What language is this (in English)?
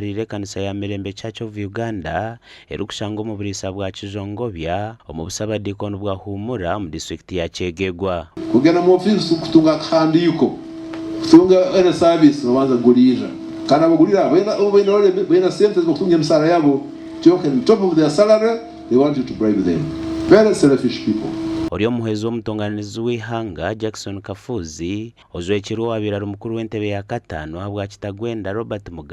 Nyankole